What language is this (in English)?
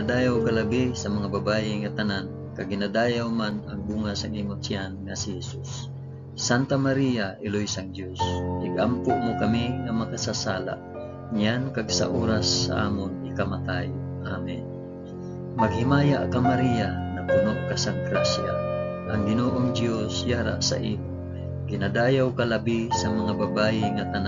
Hiligaynon